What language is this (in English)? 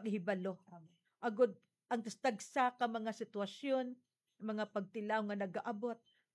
Hiligaynon